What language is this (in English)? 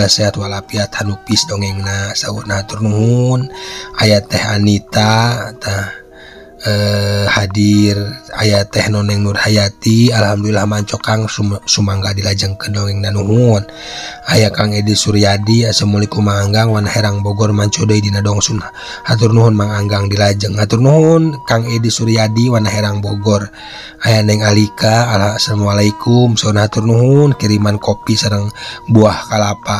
Sundanese